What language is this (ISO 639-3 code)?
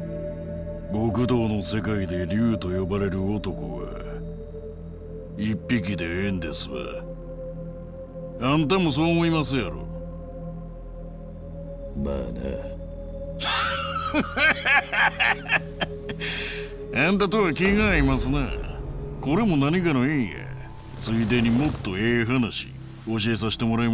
jpn